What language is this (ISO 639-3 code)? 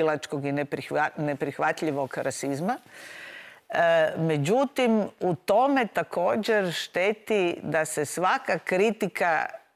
hrv